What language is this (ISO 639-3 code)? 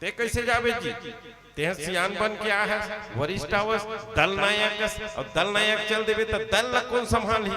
hne